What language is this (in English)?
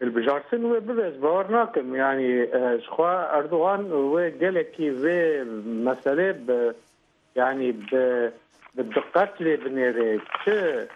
Kurdish